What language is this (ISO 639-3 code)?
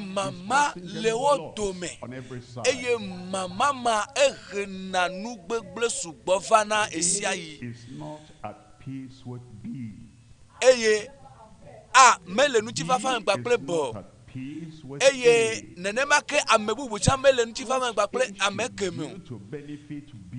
ewe